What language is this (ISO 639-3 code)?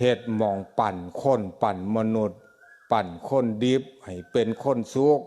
tts